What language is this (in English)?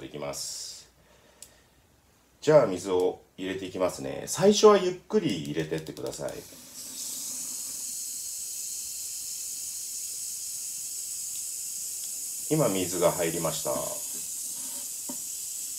Japanese